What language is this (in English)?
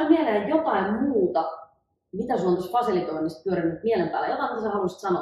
Finnish